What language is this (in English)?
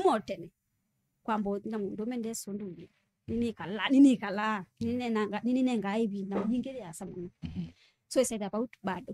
Kamba